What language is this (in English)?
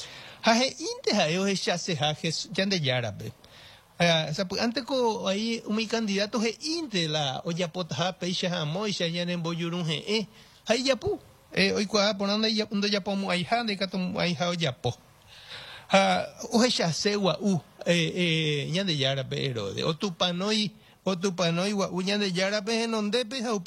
Guarani